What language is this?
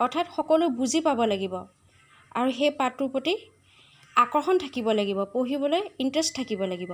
Assamese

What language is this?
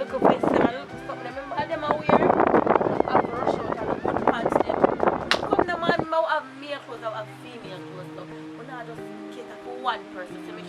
Jamaican Creole English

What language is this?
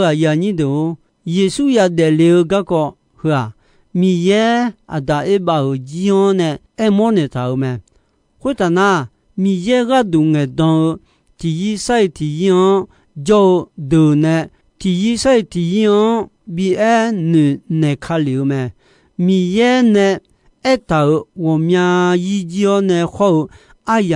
Akha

